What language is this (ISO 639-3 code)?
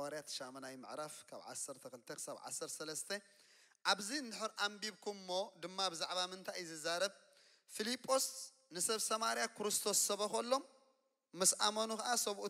tir